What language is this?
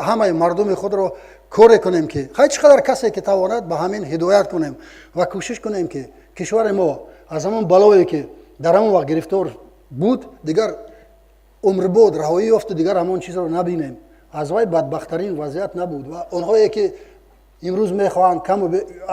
Tajik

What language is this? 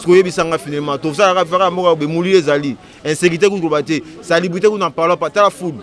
Lingala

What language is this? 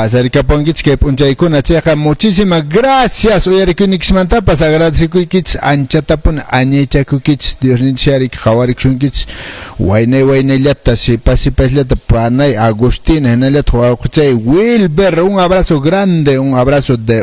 Quechua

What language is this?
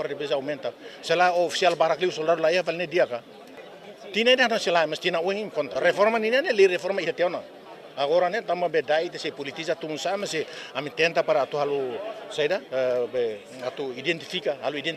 Tetum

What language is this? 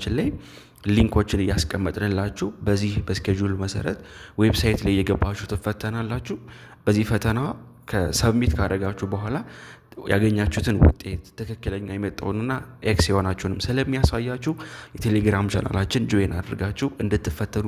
Amharic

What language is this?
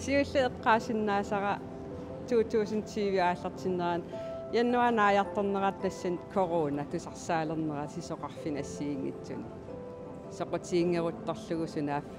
Kalaallisut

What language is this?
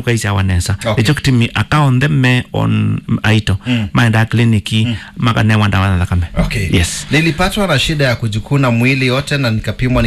Kamba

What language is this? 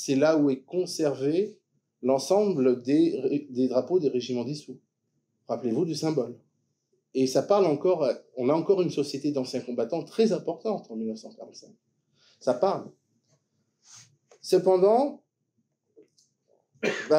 French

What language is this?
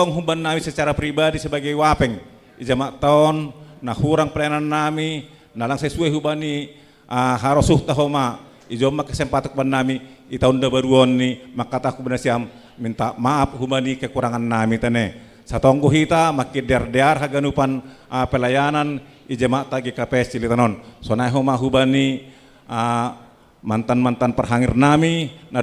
Batak Simalungun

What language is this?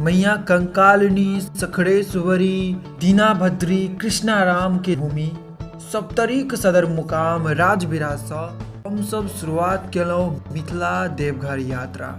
Maithili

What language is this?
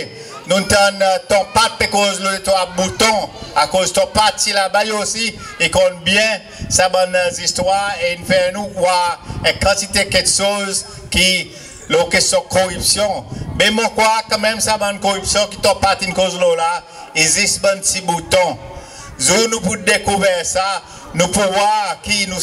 Seselwa Creole French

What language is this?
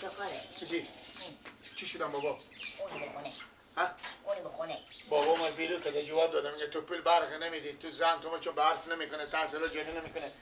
Persian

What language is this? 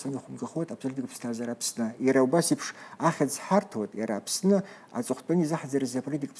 Abkhazian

